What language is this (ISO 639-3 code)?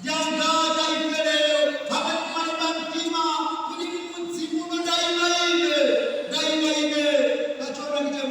nya